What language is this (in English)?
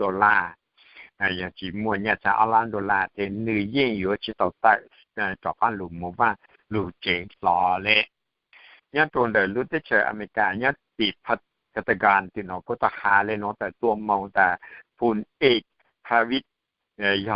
Hmong